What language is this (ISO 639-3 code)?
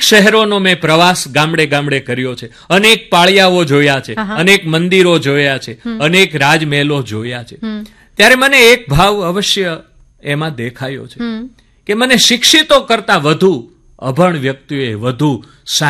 guj